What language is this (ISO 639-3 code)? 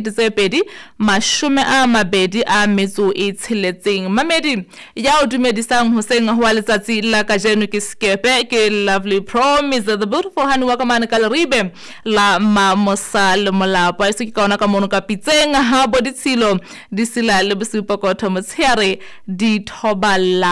sot